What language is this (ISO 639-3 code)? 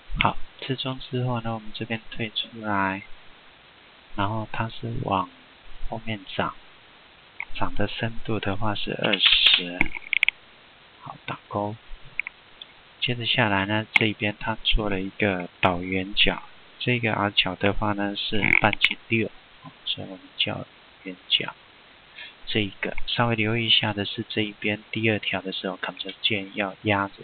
zho